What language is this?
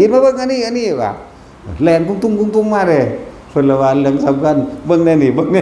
Northeastern Thai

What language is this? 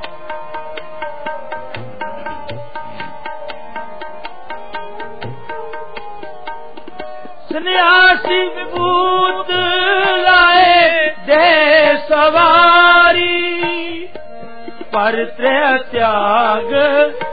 Punjabi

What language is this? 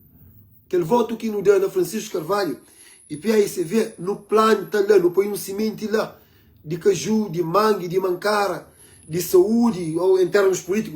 Kabuverdianu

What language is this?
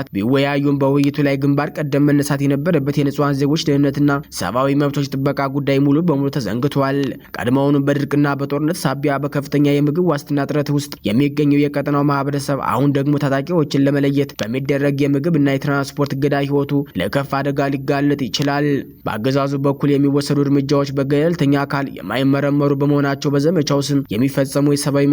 Amharic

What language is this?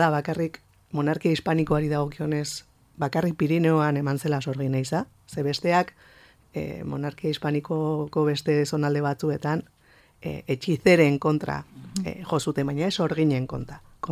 Basque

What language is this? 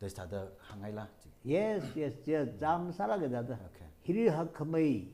Tangkhul Naga (India)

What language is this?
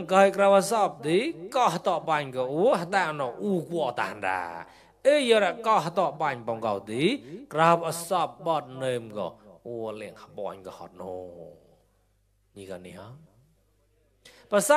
Mon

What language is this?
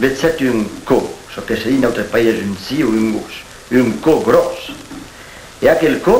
Occitan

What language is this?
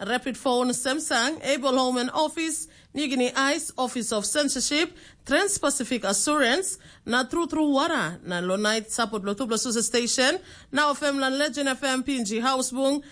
Tok Pisin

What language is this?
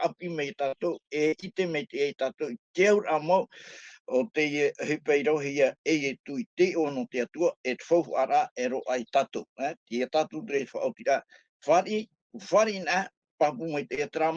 Tahitian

